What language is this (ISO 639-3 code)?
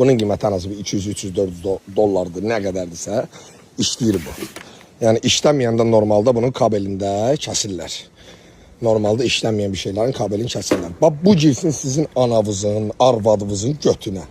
aze